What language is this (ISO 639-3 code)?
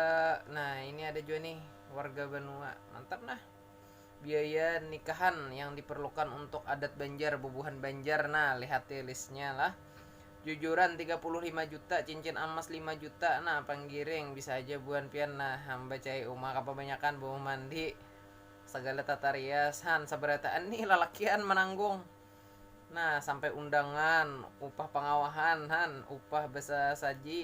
bjn